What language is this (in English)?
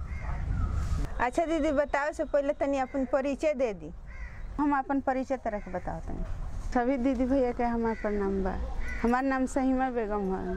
Bhojpuri